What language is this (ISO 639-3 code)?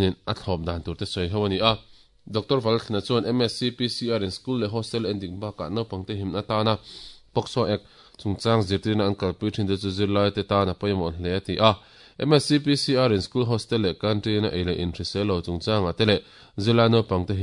lus